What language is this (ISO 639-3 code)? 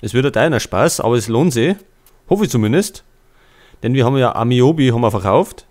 bar